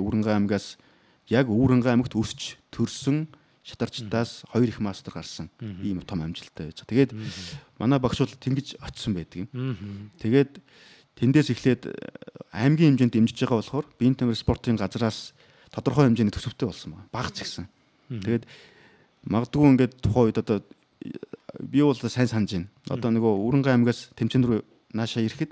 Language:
Mongolian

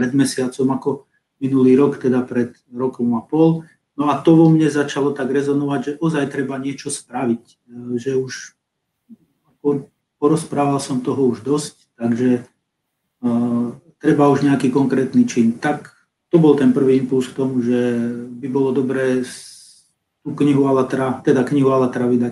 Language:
Slovak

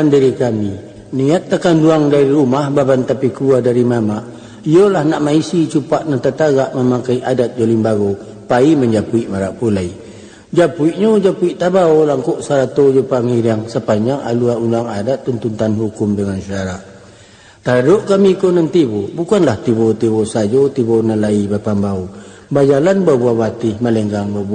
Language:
Minangkabau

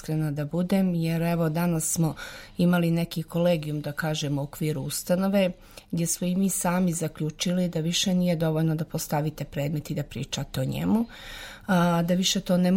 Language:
Serbian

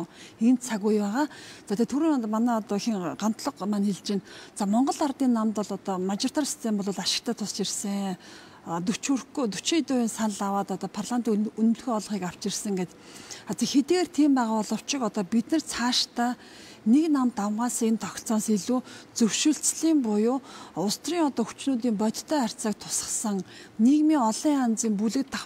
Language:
Mongolian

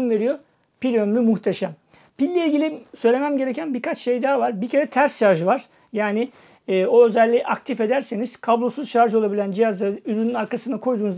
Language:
Turkish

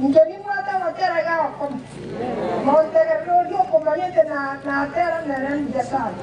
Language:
Gusii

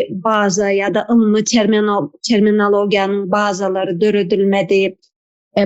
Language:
Turkmen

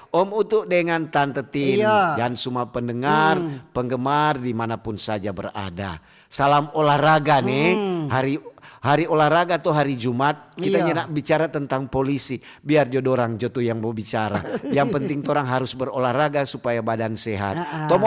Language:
Manado Malay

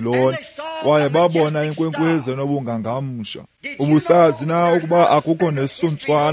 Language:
Xhosa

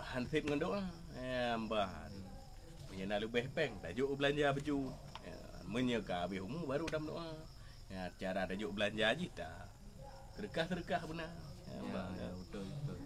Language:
Achinese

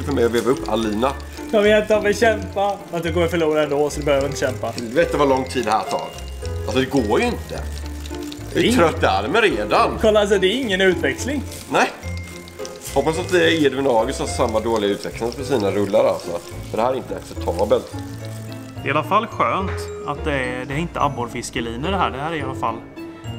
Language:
Swedish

